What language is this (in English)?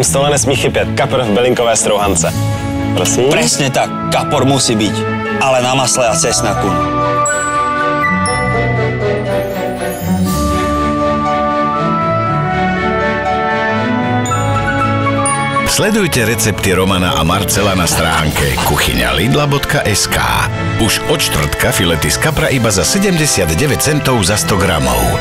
Slovak